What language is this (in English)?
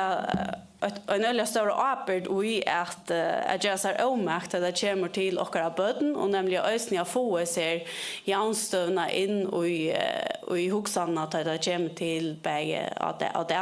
Faroese